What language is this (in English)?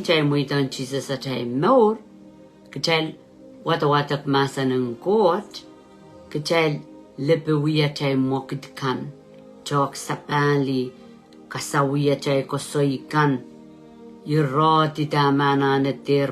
Pohnpeian